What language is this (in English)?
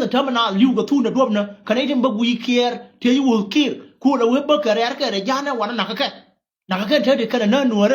Nuer